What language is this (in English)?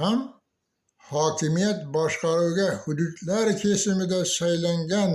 Uzbek